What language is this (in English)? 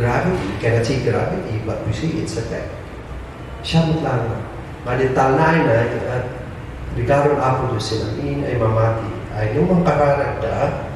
Kankanaey